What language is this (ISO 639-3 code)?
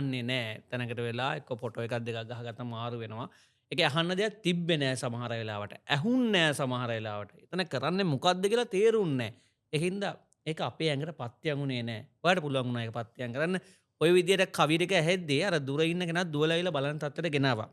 sin